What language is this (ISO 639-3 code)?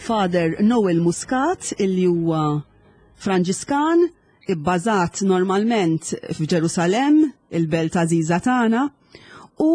mlt